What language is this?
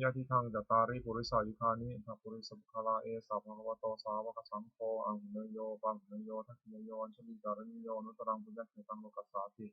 Pali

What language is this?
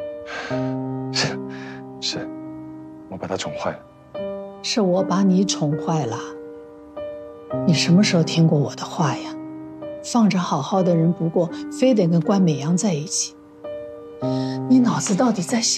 Chinese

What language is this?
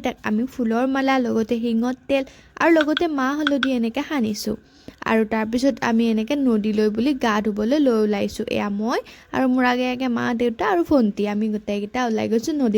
Assamese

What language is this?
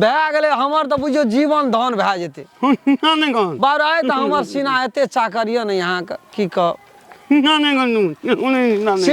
Maithili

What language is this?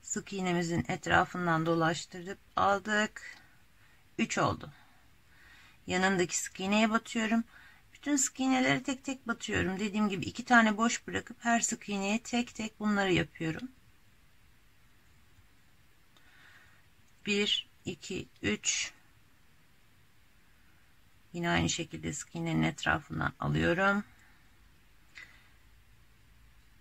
Turkish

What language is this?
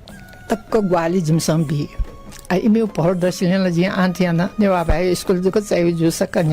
Newari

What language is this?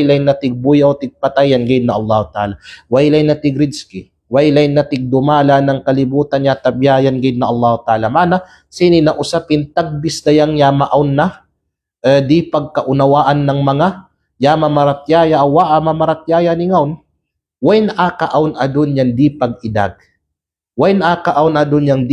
Kalagan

